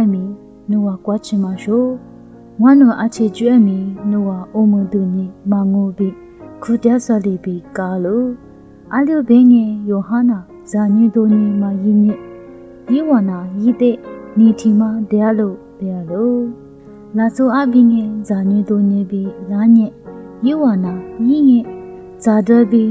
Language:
Lisu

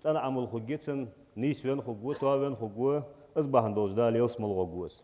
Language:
Ingush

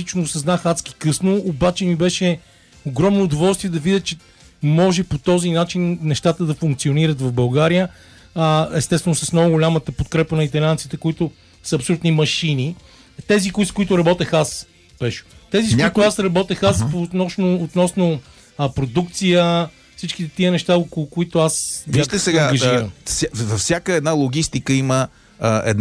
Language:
Bulgarian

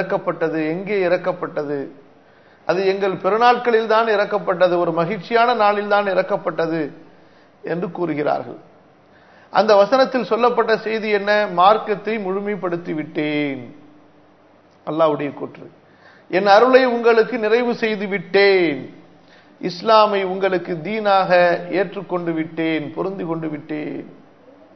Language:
Tamil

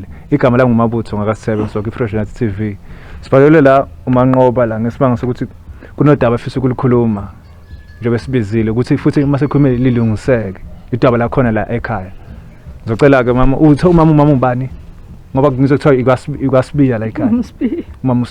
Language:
Zulu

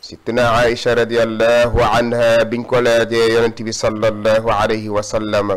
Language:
Wolof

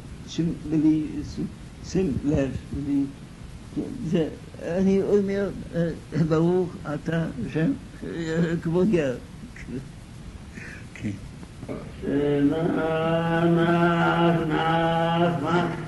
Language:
Hebrew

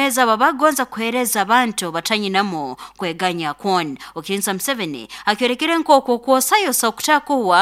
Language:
Nyoro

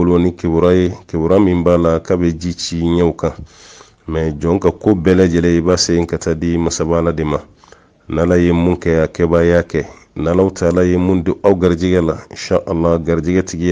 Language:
Bambara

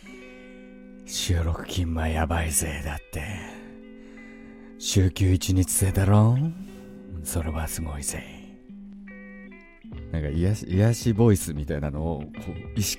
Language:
Japanese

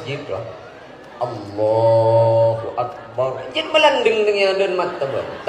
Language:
Madurese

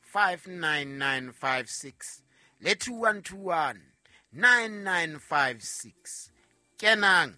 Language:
Southern Sotho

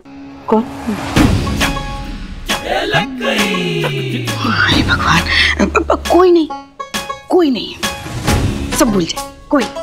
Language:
Hindi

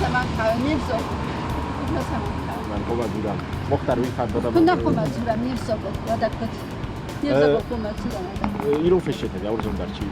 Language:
Ossetic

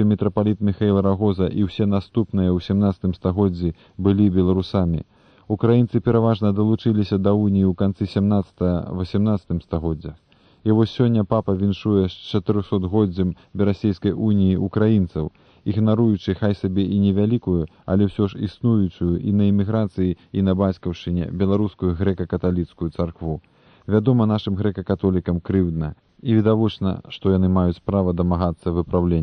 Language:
Belarusian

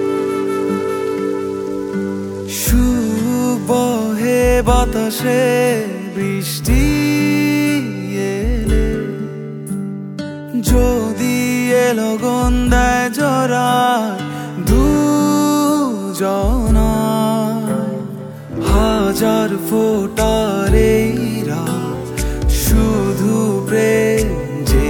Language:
Bangla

